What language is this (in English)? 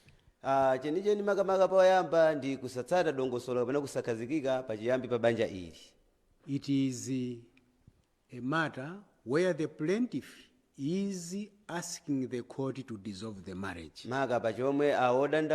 Nyanja